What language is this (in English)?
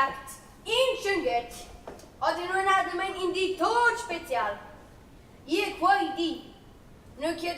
Romansh